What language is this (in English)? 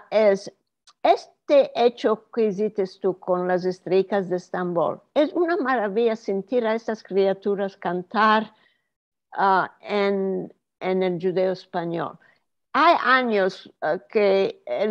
Ladino